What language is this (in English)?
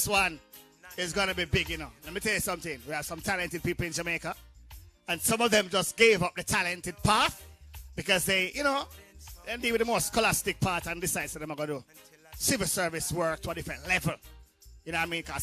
Jamaican Creole English